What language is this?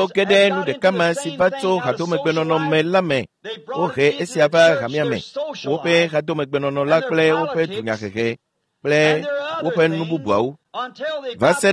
Ewe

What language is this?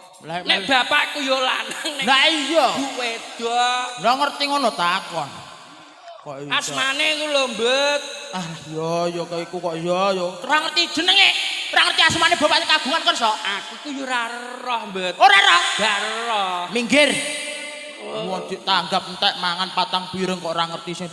Javanese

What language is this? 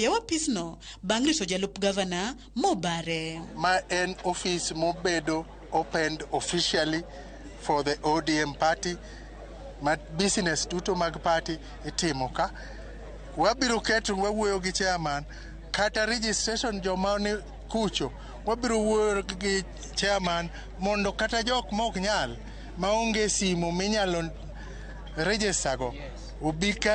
Luo (Kenya and Tanzania)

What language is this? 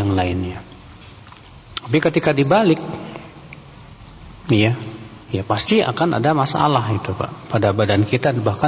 Indonesian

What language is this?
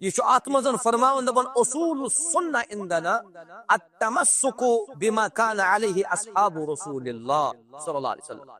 Kashmiri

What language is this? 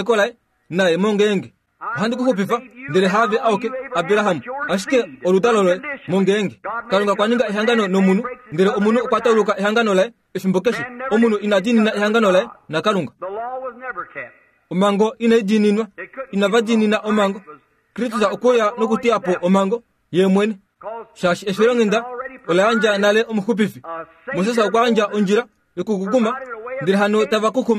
Kuanyama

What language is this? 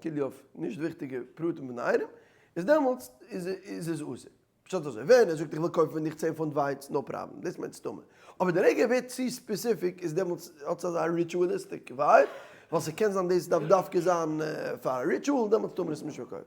Yiddish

